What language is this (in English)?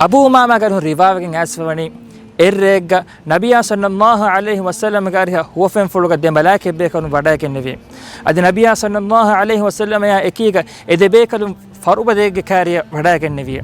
Divehi